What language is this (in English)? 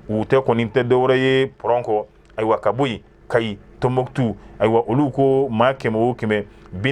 Bambara